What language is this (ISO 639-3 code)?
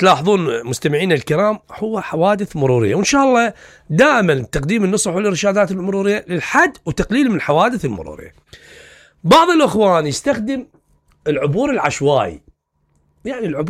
acm